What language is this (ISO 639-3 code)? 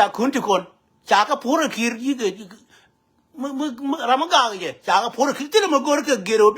nus